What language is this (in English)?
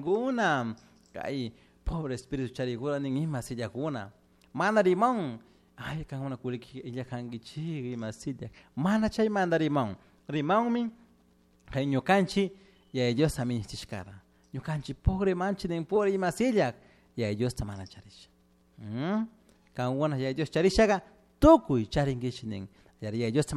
Chimborazo Highland Quichua